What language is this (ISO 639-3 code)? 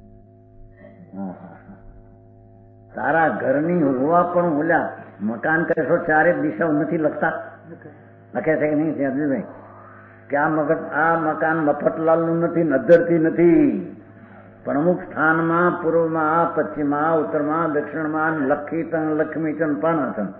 guj